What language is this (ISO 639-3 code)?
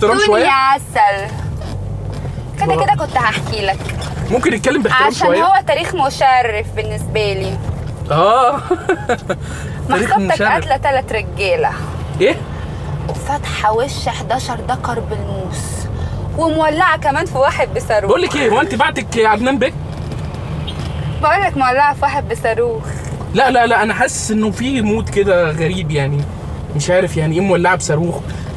arz